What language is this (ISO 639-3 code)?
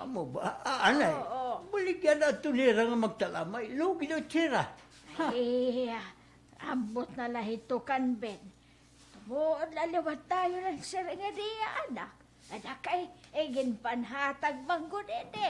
war